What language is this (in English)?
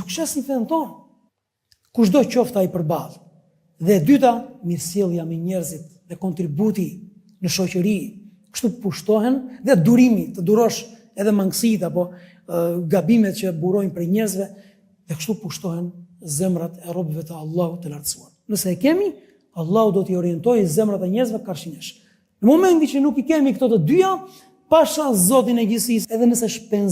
Albanian